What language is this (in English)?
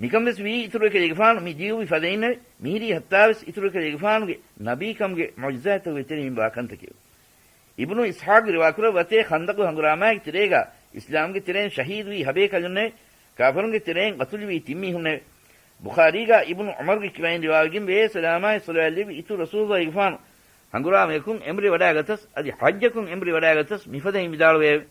Divehi